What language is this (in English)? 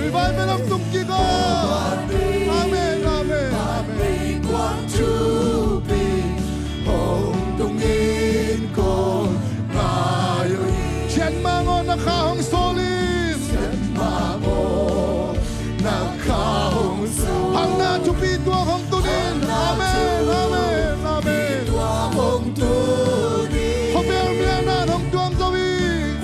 Tedim Chin